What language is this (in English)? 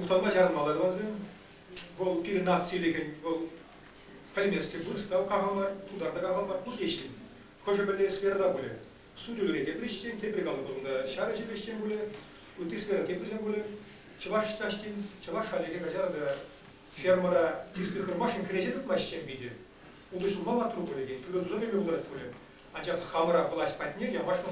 Chuvash